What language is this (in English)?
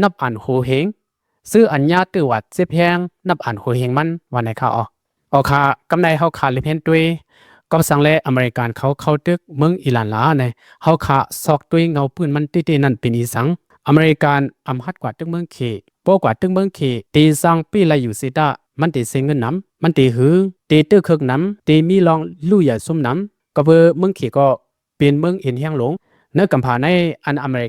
Shan